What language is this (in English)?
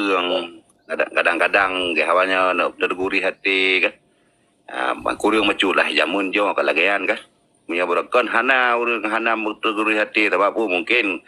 Achinese